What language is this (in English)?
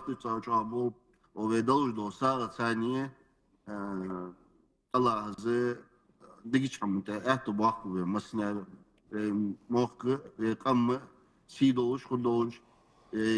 Ingush